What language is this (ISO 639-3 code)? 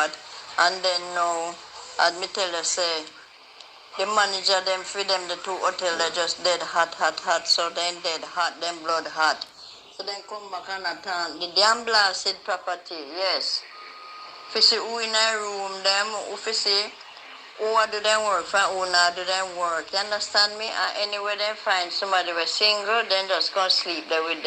jam